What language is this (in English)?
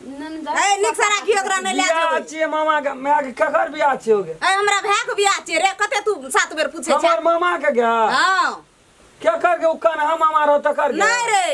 Maithili